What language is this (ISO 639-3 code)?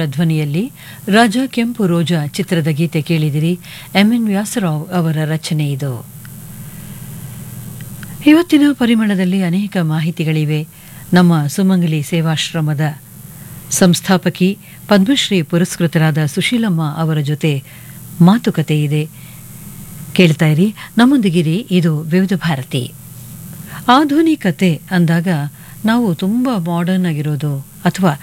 kan